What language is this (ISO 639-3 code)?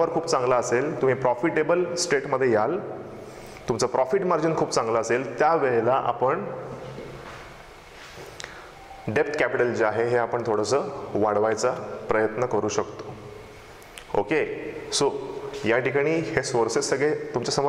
mar